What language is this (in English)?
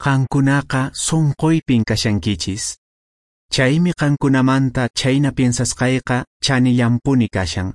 Quechua